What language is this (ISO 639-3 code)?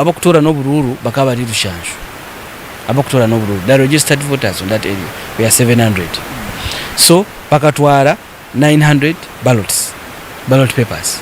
nyn